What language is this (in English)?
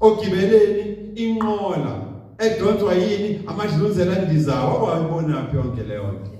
Zulu